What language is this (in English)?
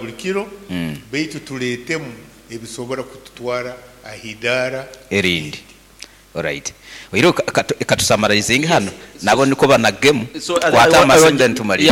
Nyankole